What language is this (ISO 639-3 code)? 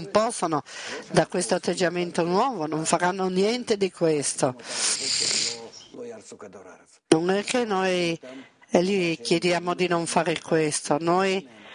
ita